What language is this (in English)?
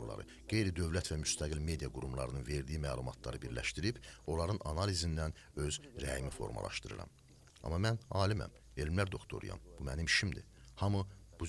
Azerbaijani